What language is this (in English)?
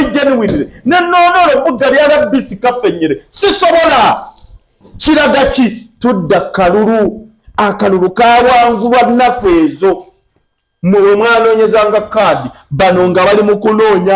Ganda